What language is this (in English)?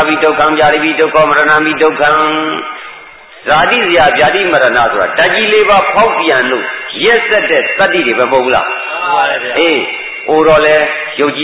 Burmese